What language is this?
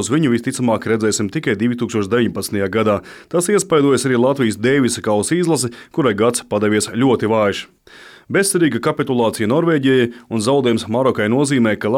Latvian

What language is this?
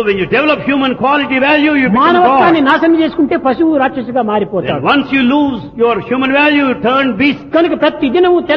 Telugu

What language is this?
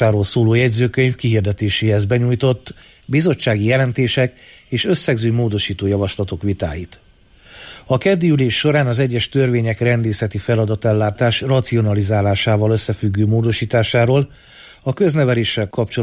Hungarian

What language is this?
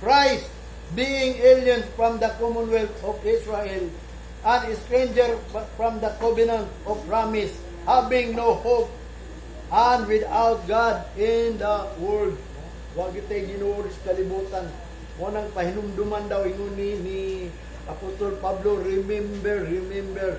Cebuano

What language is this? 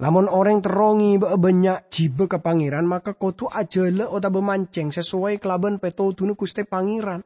Madurese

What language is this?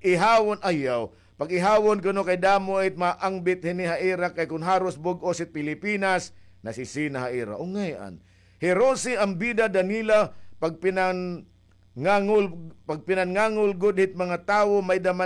Waray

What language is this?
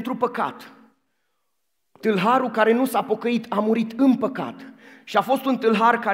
Romanian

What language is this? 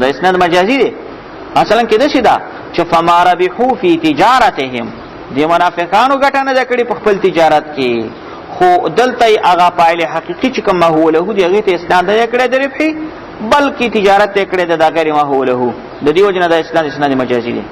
Pashto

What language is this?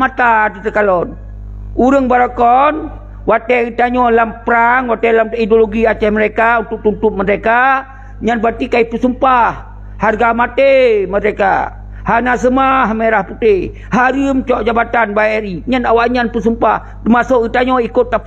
Achinese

